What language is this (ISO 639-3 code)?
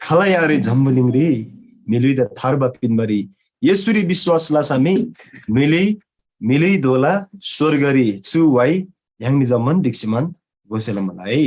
taj